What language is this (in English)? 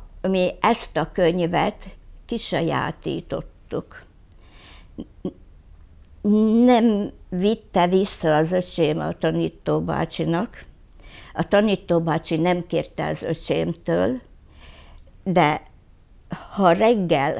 Hungarian